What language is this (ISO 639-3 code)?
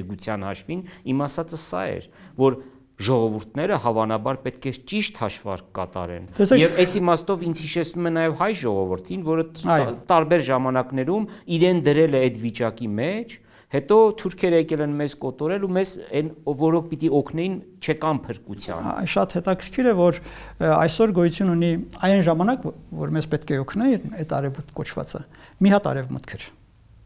hye